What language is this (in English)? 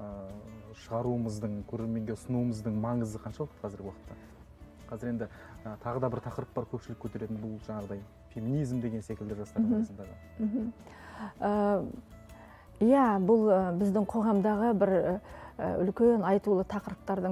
Kazakh